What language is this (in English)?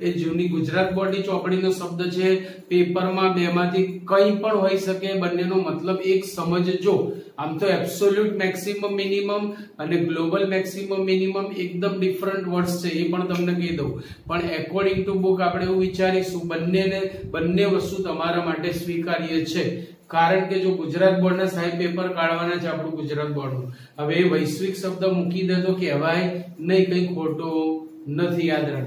Gujarati